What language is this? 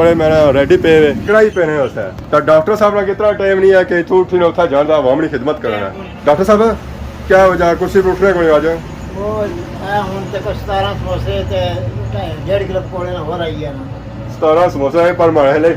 Pahari-Potwari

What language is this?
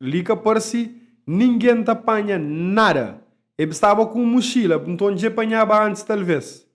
Kabuverdianu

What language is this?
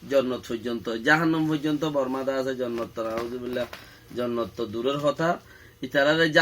Rohingya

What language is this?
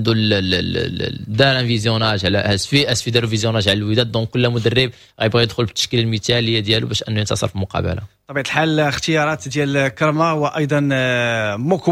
Moroccan Arabic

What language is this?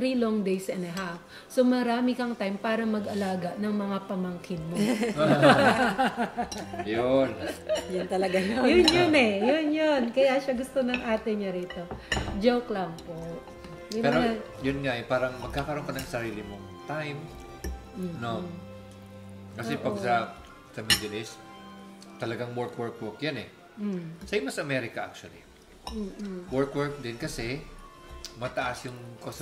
Filipino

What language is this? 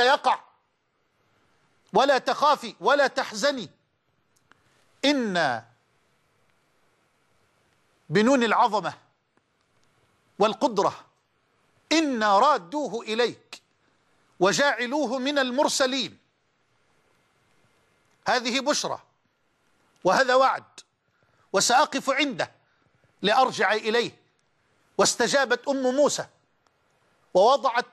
Arabic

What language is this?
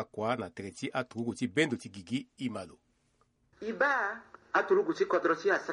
Sango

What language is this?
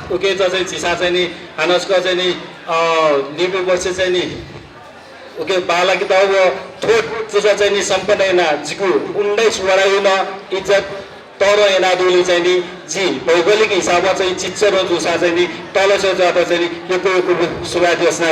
Newari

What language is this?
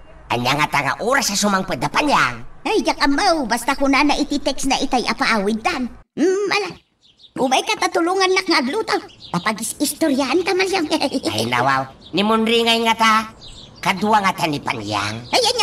Iloko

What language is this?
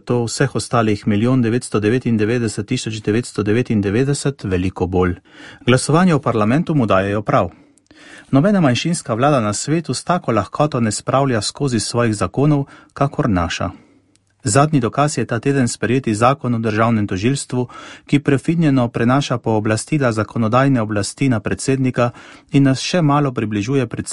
Slovenian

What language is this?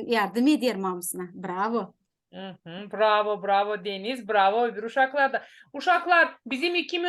Gagauz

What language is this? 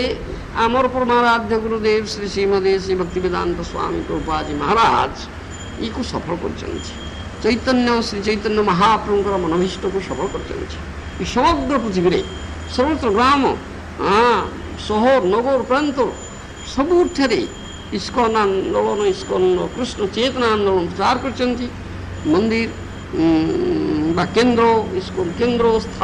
Odia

